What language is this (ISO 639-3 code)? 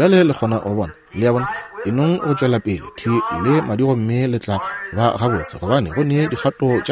nso